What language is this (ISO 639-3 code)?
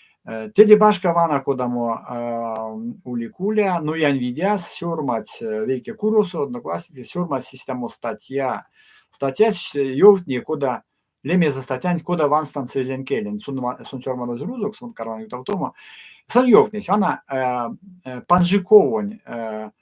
myv